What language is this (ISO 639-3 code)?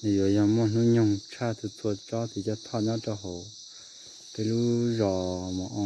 hmn